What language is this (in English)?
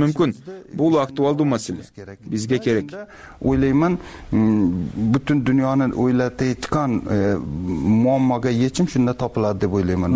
Kyrgyz